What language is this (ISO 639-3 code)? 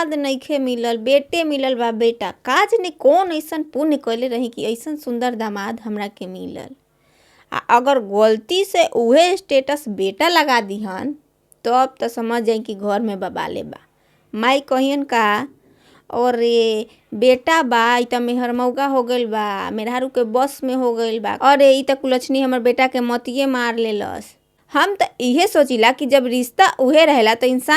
bho